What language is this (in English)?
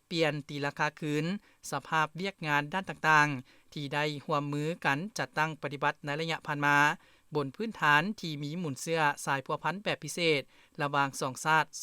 Lao